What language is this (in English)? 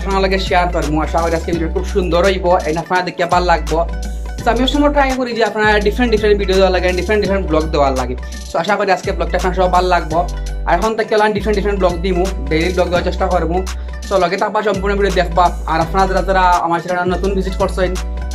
Sylheti